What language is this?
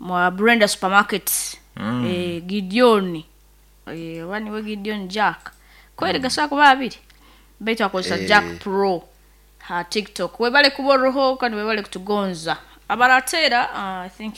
Nyoro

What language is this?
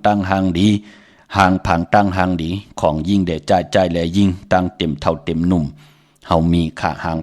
Shan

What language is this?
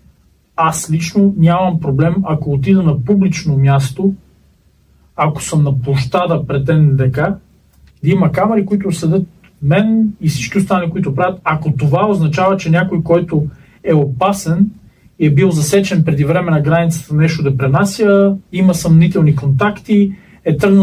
Bulgarian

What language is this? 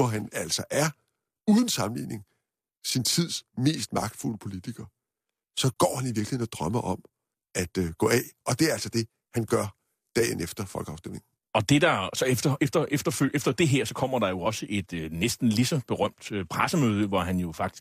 Danish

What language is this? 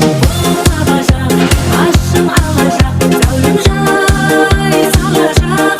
Kara-Kalpak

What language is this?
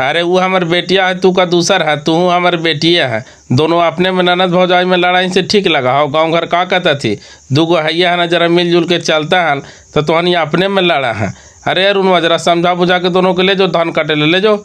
Magahi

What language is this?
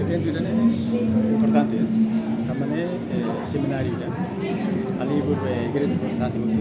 Tetum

